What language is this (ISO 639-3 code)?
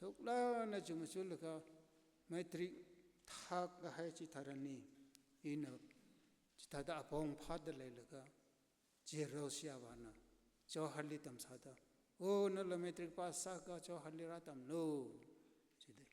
nmf